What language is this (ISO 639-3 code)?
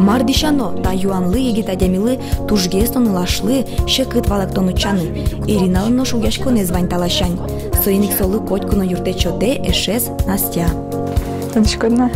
udm